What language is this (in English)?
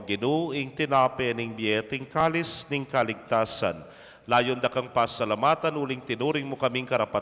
Pampanga